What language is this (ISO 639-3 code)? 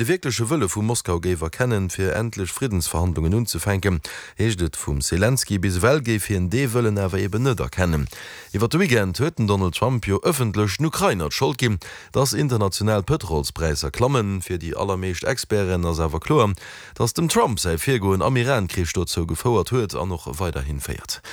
ltz